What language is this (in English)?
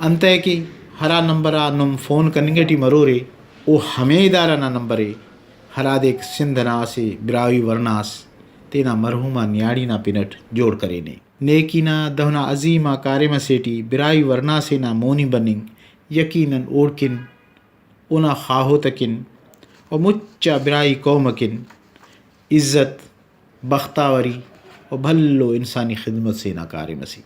Brahui